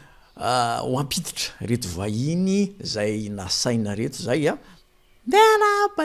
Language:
Malagasy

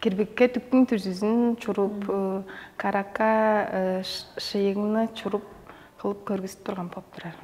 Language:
Tuvinian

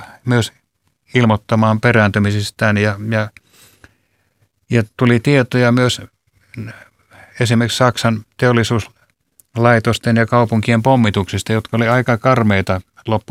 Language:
Finnish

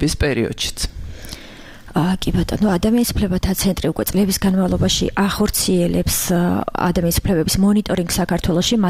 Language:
Georgian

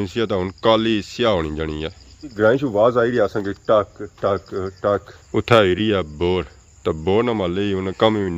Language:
Pahari-Potwari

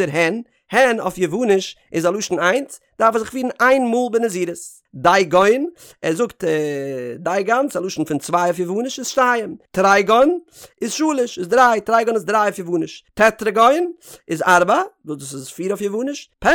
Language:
Yiddish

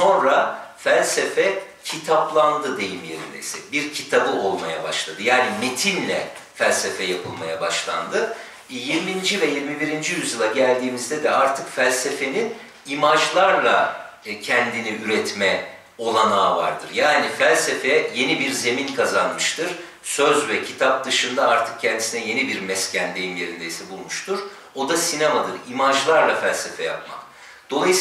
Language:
Turkish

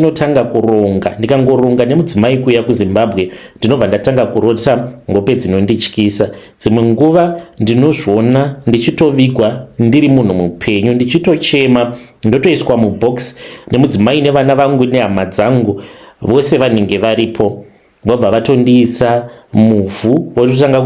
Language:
Shona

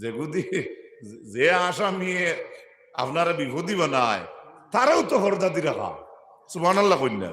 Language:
Sylheti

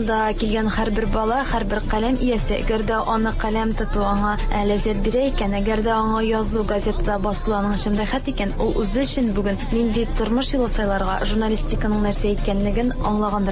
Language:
Tatar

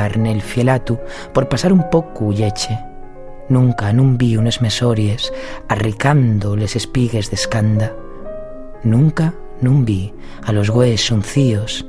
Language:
Asturian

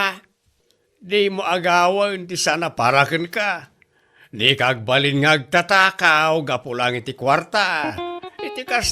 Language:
Iloko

